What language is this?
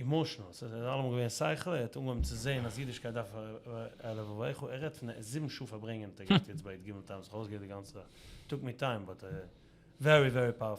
Yiddish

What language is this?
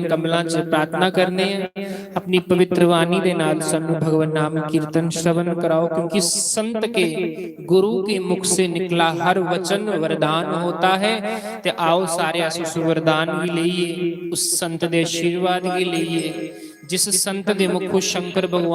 Dogri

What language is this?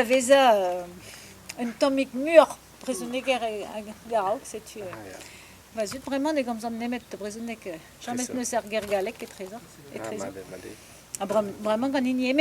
Breton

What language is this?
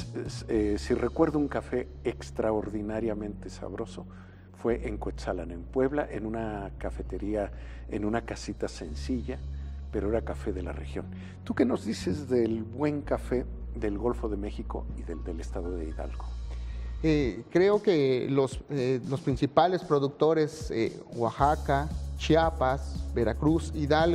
Spanish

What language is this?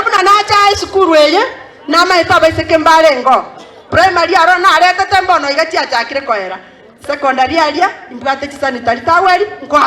Gusii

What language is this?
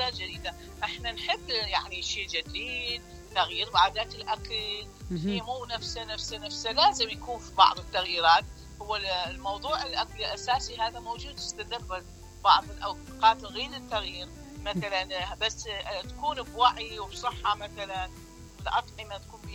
Mesopotamian Arabic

